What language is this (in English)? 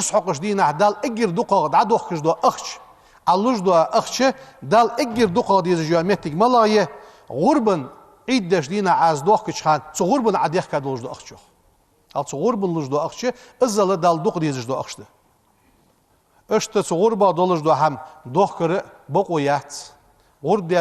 Ingush